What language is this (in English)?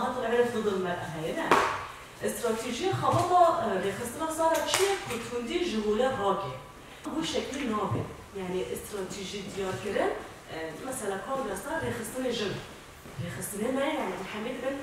Kurdish